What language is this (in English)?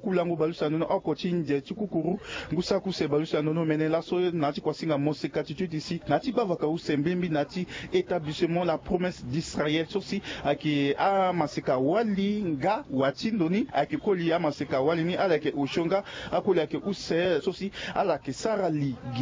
Sango